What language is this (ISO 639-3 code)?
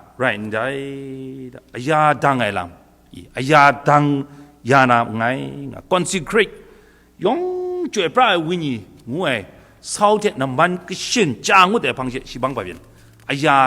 kac